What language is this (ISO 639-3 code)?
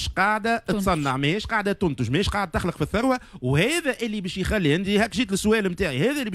aeb